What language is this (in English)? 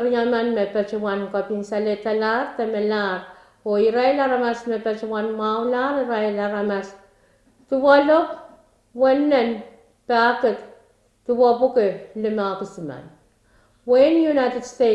Pohnpeian